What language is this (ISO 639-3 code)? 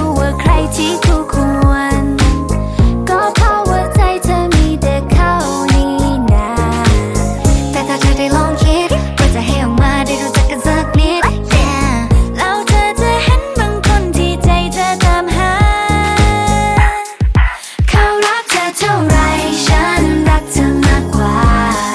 tha